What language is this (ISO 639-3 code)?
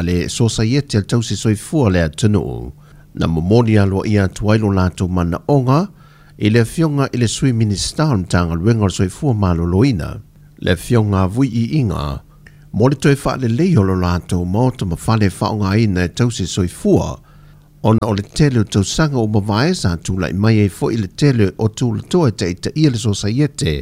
smo